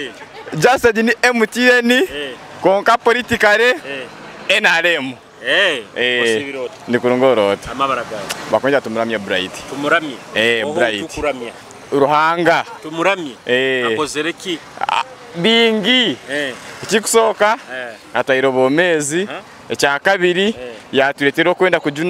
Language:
Nyoro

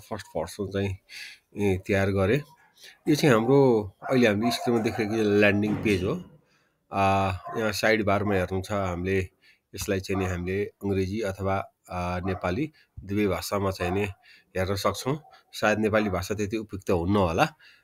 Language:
Nepali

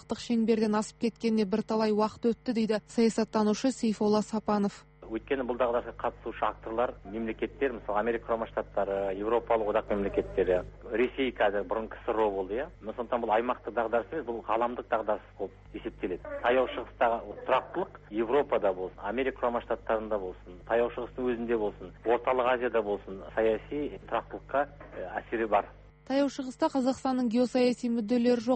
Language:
Kazakh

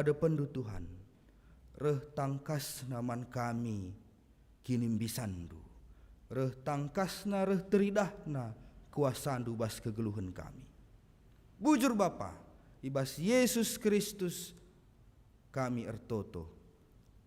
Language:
Batak Karo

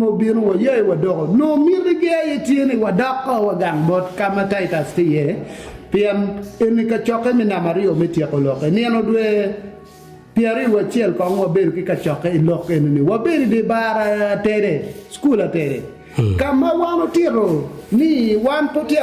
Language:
Acoli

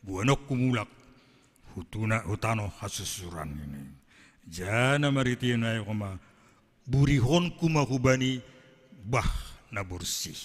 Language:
Batak Simalungun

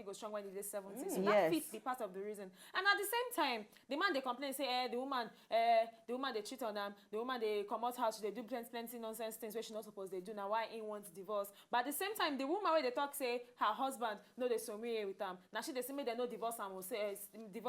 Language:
Nigerian Pidgin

